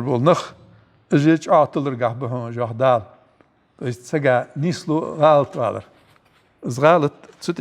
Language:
Ingush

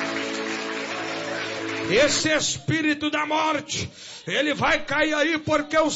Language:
Portuguese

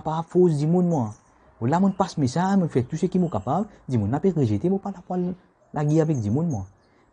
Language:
Morisyen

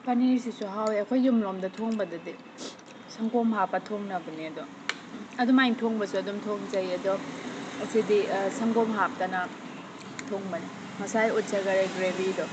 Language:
Manipuri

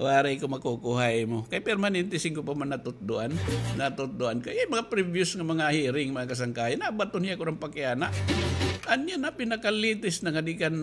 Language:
Waray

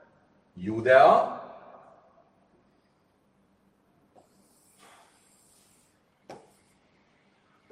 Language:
Hungarian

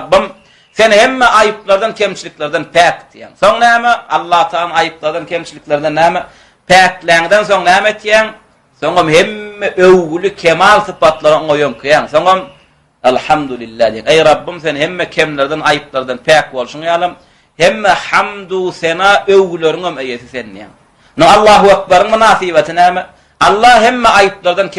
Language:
Turkmen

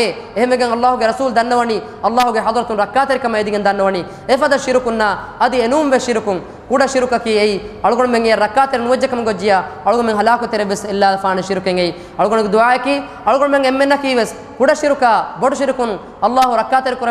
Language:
Divehi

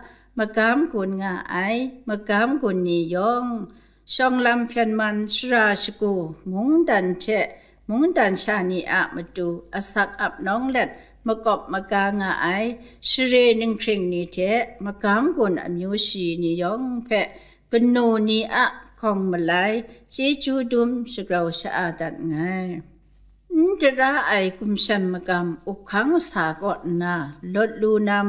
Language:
Kachin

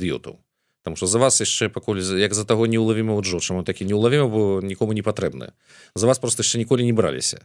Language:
Belarusian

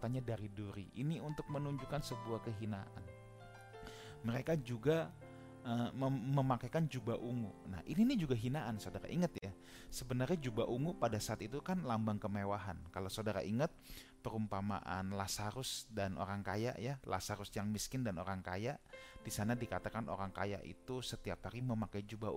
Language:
Indonesian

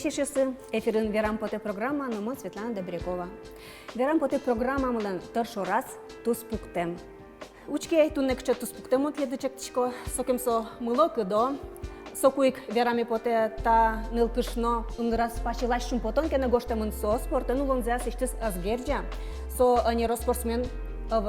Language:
Udmurt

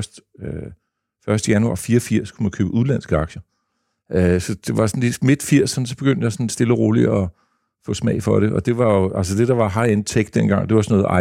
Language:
Danish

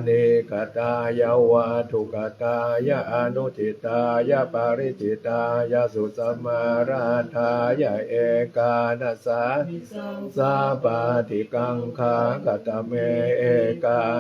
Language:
Pali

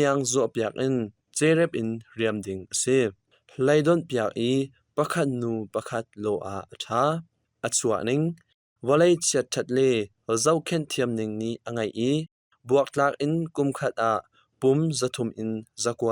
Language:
Hakha Chin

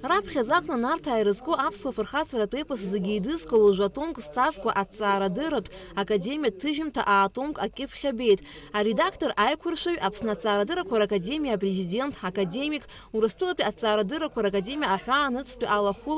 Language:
Abkhazian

